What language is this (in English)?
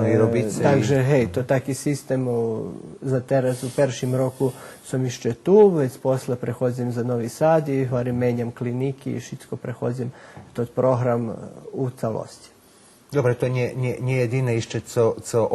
Rusyn